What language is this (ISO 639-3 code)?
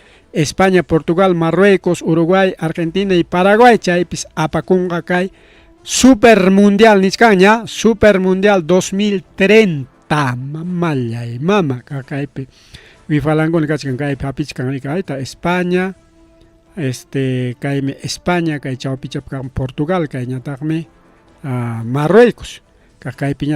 quy